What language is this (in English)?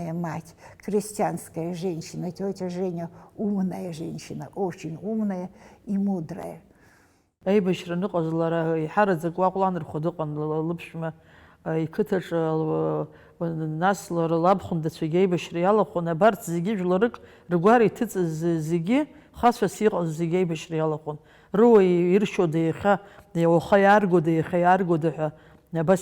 Abkhazian